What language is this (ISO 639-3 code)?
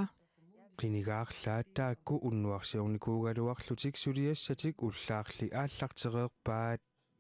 kal